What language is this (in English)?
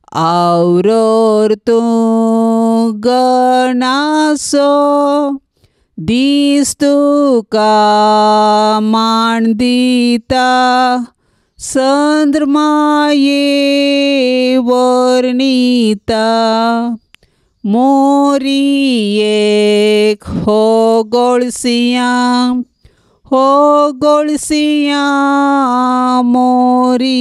Konkani